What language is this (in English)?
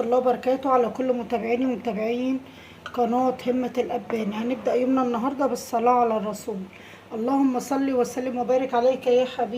Egyptian Arabic